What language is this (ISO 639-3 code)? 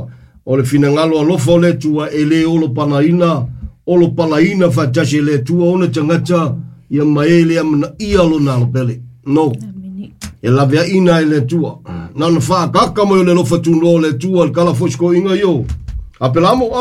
smo